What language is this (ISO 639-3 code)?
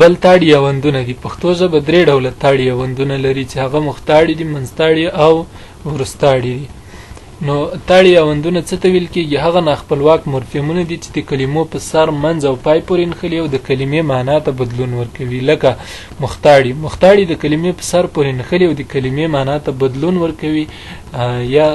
pus